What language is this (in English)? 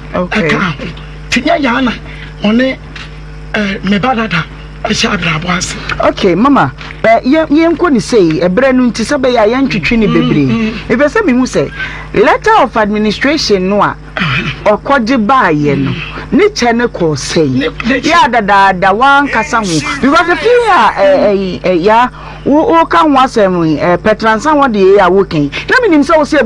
Akan